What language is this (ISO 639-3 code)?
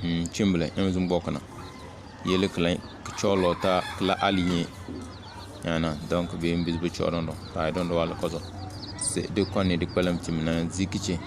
kdh